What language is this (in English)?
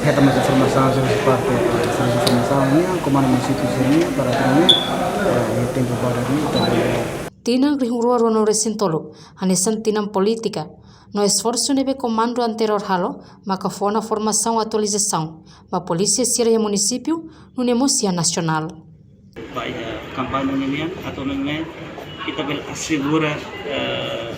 Tetum